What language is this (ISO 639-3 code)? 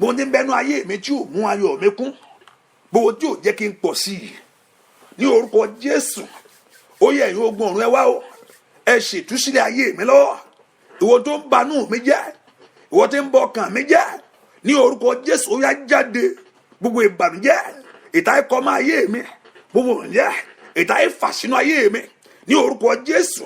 yor